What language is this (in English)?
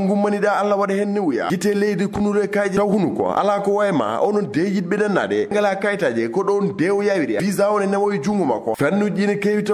Fula